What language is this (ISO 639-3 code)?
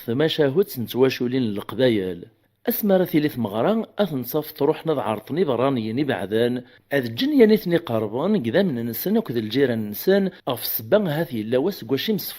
kab